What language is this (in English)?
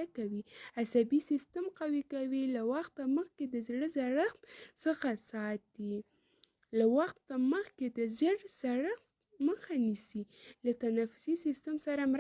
Pashto